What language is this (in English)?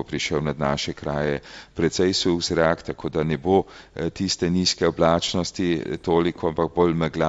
Slovenian